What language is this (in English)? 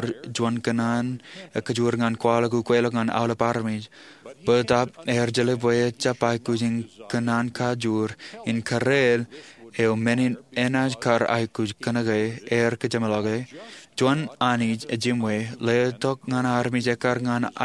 Marshallese